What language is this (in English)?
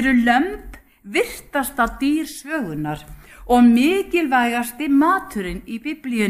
Icelandic